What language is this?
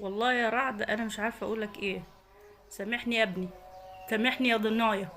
Egyptian Arabic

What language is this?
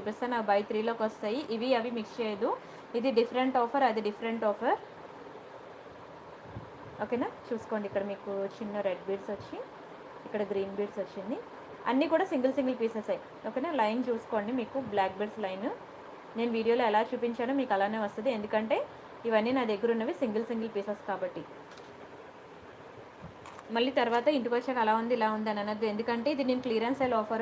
Telugu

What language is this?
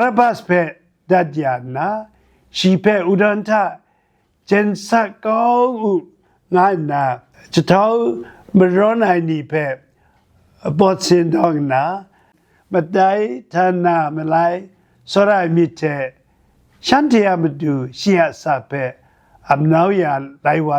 Kachin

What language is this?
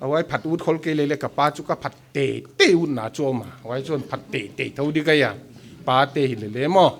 Paite Chin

